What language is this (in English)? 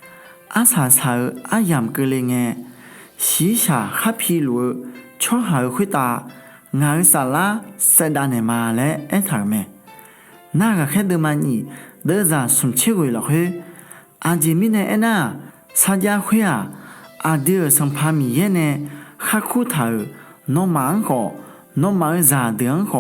Akha